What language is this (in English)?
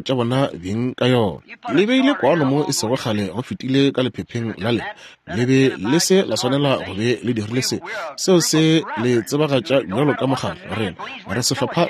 Northern Sotho